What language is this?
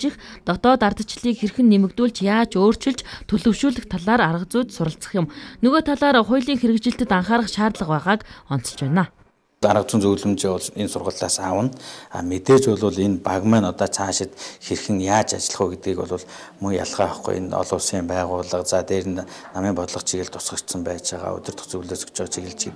Mongolian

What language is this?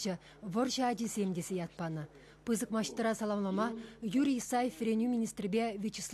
Chuvash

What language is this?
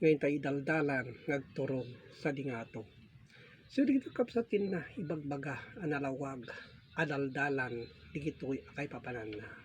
Iloko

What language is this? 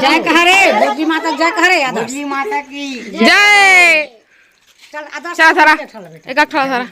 Chhattisgarhi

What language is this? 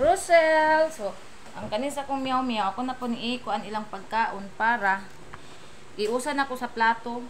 Cebuano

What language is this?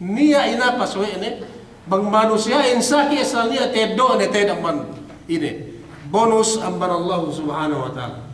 Yakan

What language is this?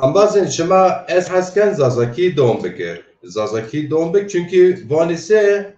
Zaza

